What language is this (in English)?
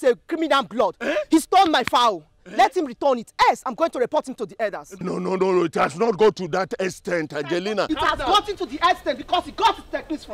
Nigerian Pidgin